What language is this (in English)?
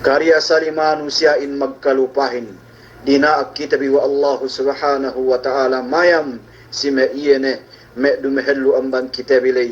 Yakan